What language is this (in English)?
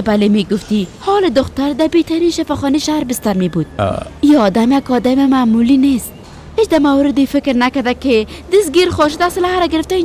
Persian